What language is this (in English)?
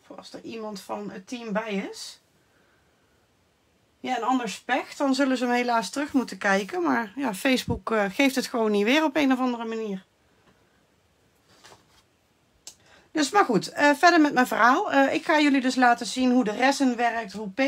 Dutch